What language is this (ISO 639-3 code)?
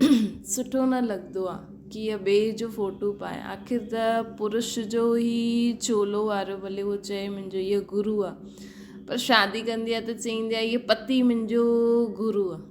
snd